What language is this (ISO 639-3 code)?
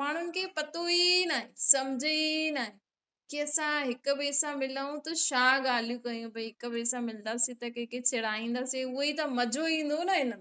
snd